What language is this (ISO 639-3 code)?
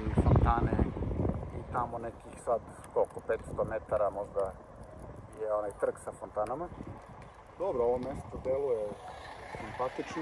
srp